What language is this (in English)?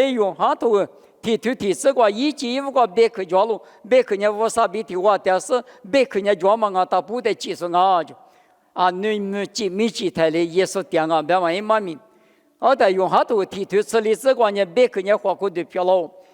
Lisu